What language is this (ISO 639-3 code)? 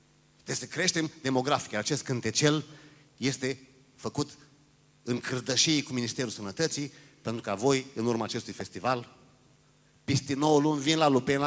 ron